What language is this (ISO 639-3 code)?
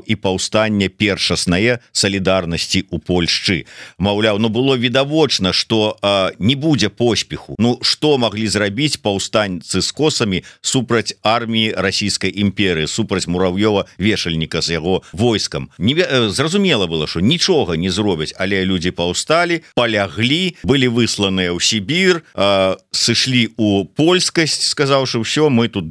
bel